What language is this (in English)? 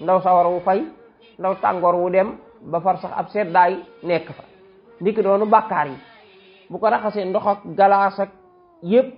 Wolof